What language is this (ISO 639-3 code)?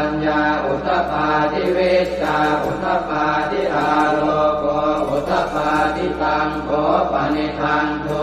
pli